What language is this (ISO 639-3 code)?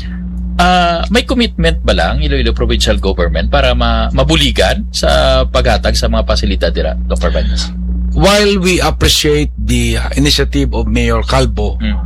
hil